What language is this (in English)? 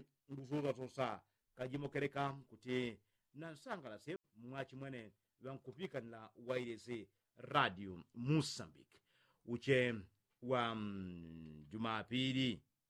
Yao